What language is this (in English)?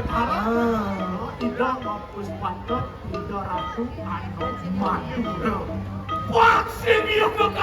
Balinese